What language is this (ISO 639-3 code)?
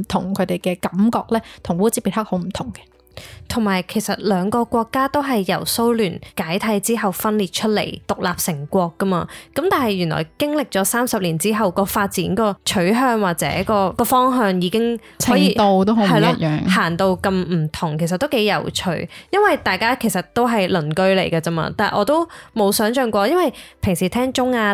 yue